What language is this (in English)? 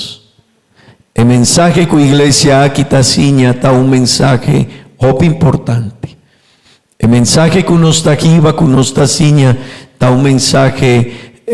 Papiamento